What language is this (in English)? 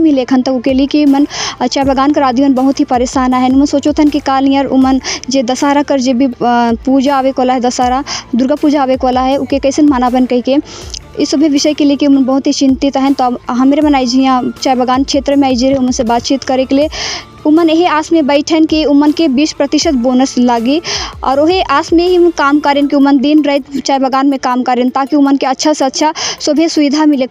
Sadri